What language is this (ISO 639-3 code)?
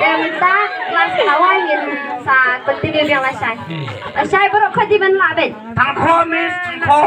kha